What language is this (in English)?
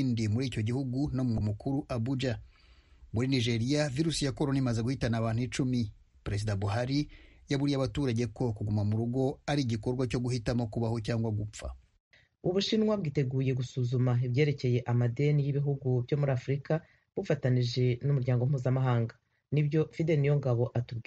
Kinyarwanda